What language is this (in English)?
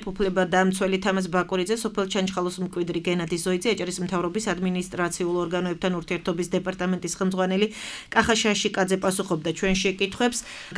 Georgian